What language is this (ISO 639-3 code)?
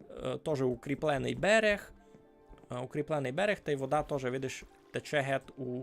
rue